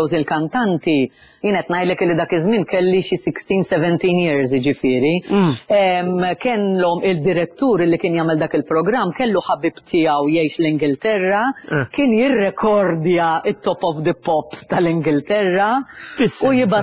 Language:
Maltese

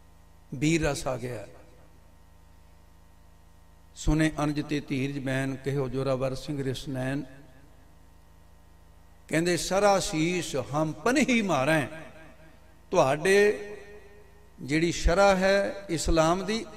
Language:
Punjabi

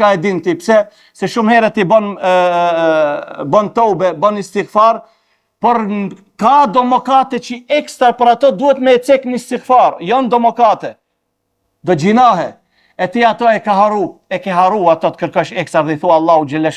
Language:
Albanian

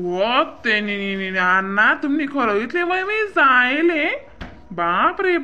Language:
Khandesi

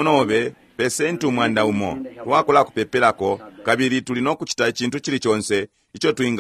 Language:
Bemba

